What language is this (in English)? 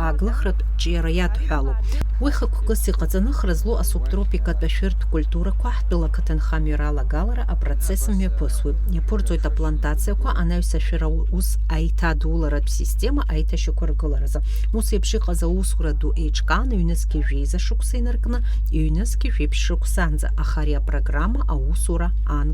Abkhazian